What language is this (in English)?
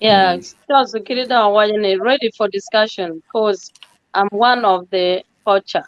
Acoli